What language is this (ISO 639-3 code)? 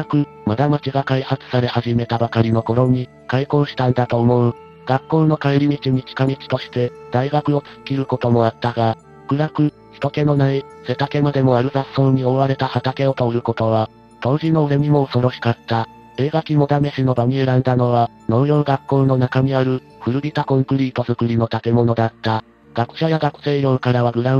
jpn